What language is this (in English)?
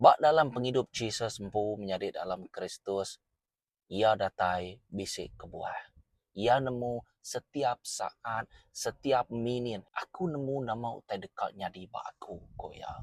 Iban